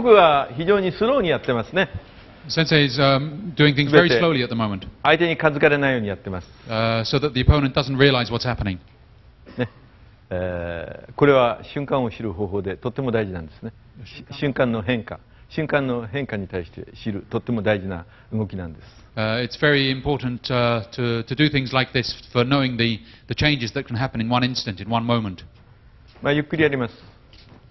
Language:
Japanese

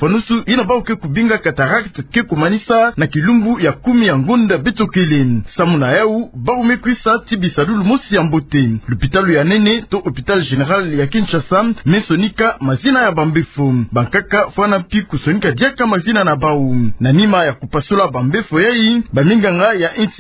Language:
Kituba (Democratic Republic of Congo)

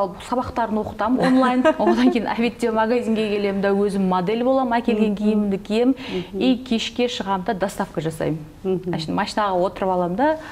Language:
Kazakh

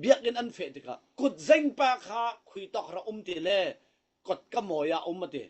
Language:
Falam Chin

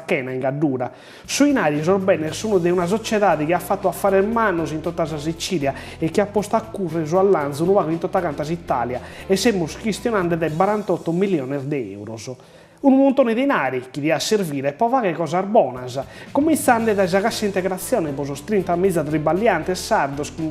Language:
Sardinian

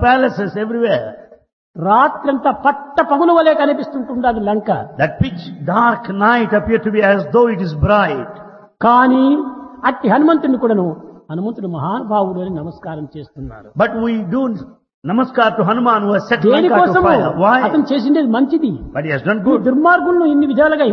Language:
Telugu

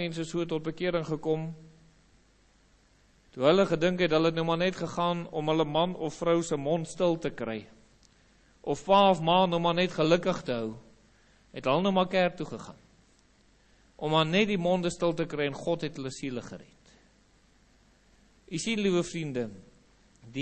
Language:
Afrikaans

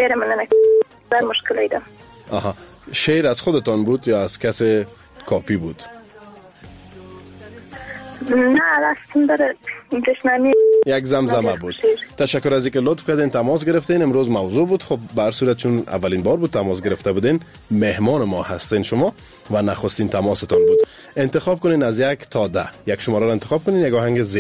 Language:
Persian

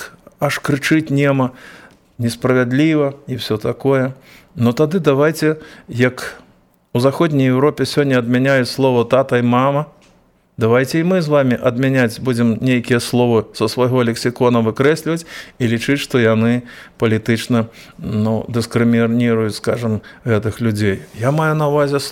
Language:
Belarusian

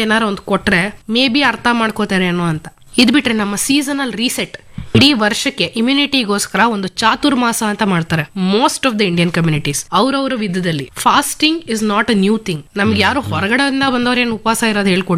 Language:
Kannada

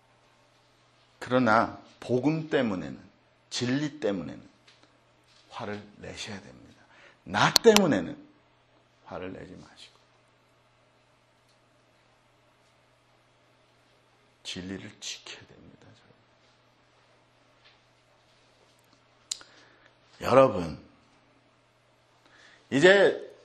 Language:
Korean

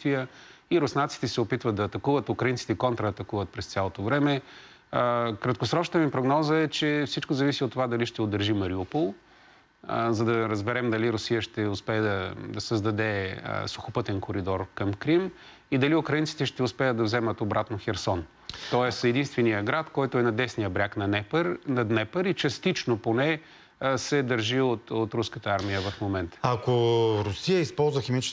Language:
Bulgarian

